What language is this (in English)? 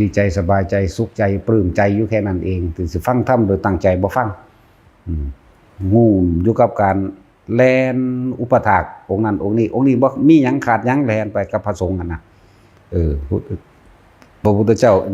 Northeastern Thai